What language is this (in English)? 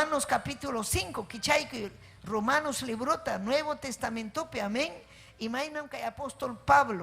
Ayacucho Quechua